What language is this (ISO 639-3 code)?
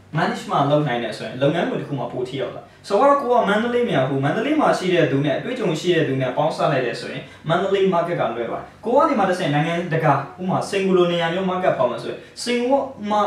mya